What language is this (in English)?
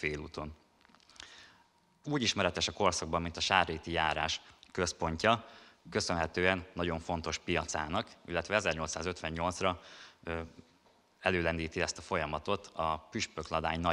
Hungarian